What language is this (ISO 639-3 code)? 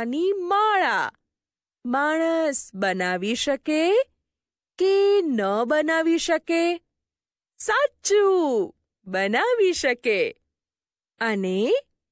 guj